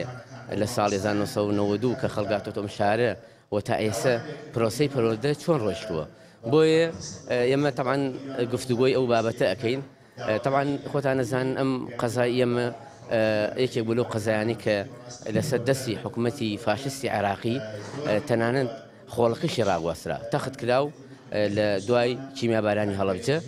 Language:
Central Kurdish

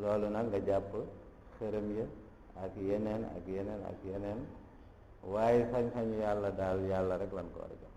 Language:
Wolof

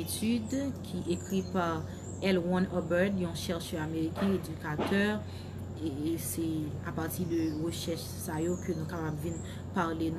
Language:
Haitian Creole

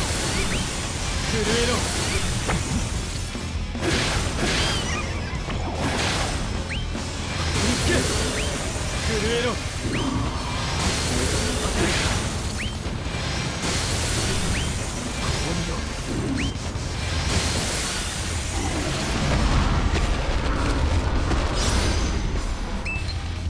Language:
Japanese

